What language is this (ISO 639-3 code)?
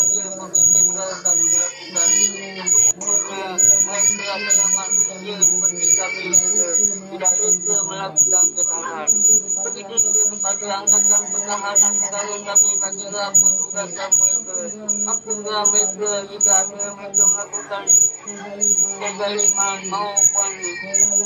msa